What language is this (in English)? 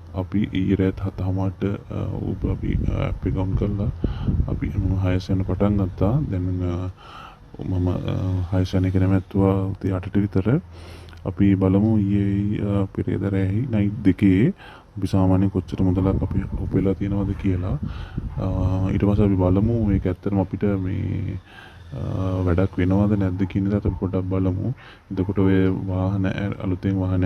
Sinhala